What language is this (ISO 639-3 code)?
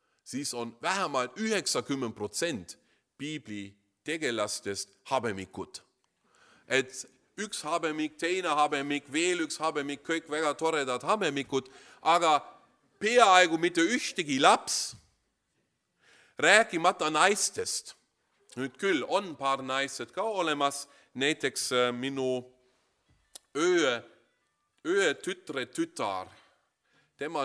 est